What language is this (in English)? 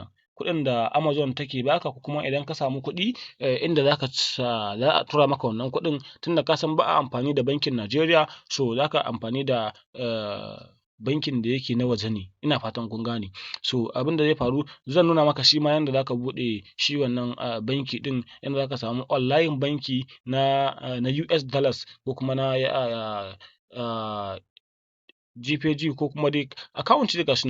Hausa